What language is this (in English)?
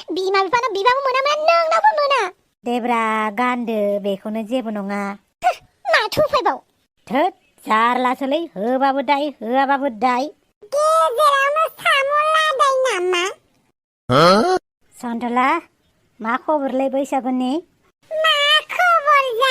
Bodo